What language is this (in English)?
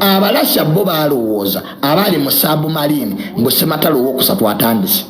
Ganda